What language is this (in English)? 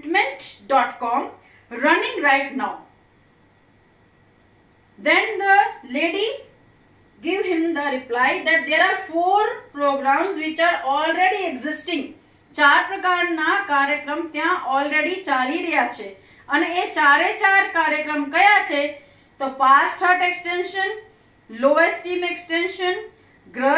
Gujarati